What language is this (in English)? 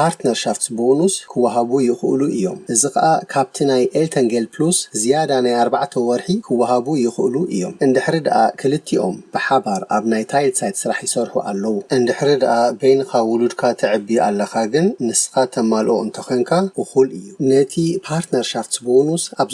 Tigrinya